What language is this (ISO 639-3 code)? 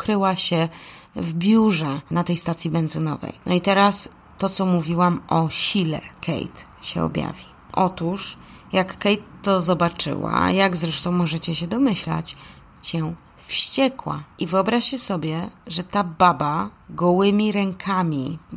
pol